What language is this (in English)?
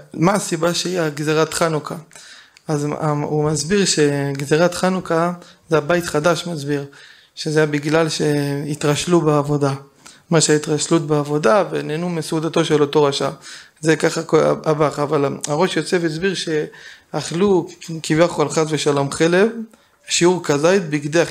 Hebrew